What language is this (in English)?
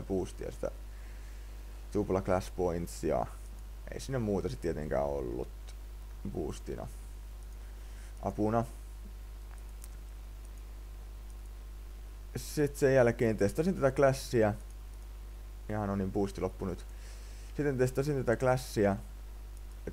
Finnish